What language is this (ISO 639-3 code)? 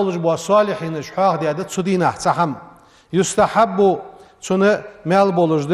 inh